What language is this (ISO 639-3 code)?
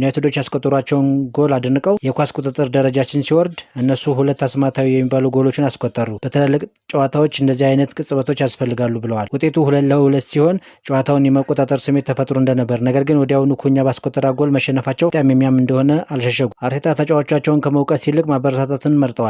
amh